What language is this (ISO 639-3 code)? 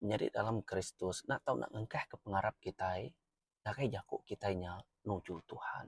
iba